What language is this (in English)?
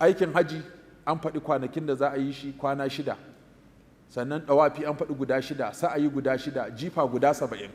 Hausa